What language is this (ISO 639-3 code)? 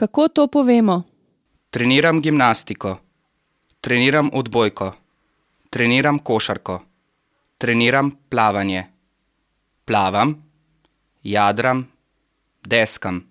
slv